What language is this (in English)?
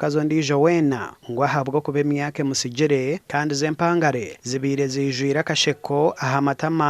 Nyankole